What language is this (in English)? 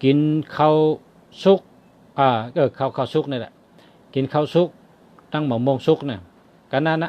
Shan